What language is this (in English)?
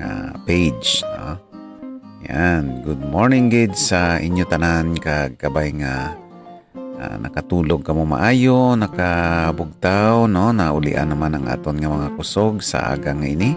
Hiligaynon